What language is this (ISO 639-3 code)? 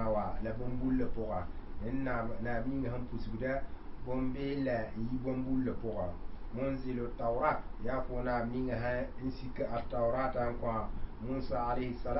mos